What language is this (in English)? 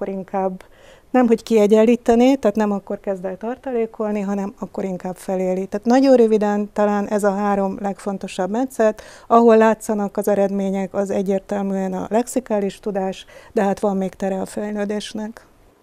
Hungarian